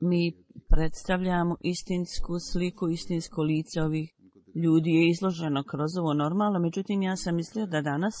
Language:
Bosnian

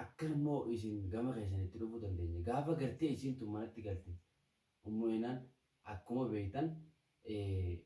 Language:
Oromo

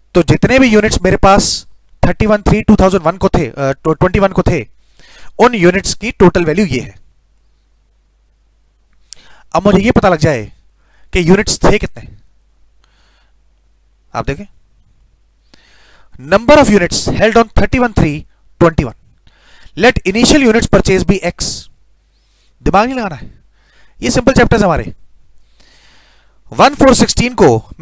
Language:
Hindi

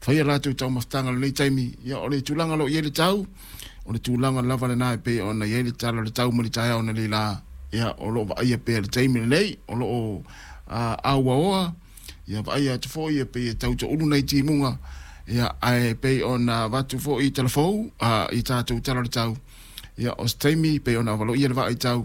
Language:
Samoan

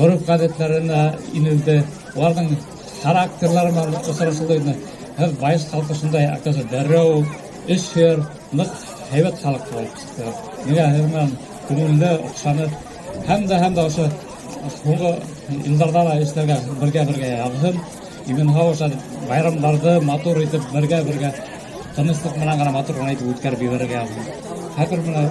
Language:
Bashkir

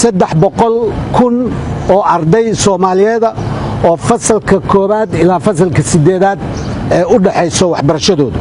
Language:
Somali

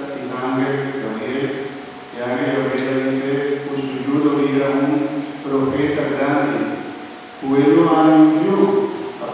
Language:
Papiamento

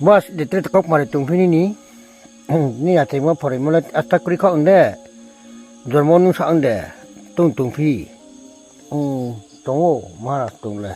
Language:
Riang (India)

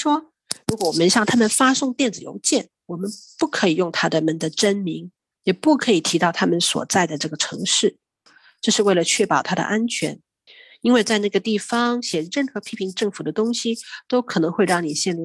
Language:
Chinese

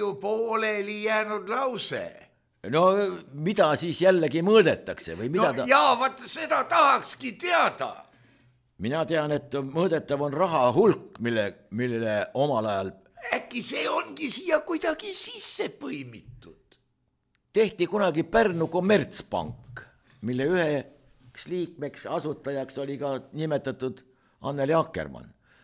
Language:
Estonian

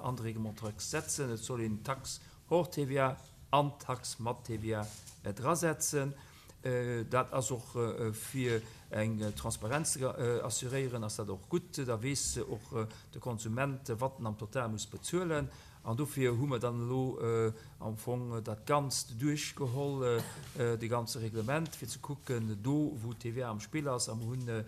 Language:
Luxembourgish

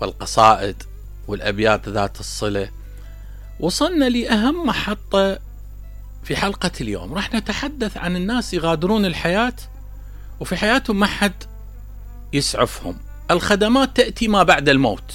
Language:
Mesopotamian Arabic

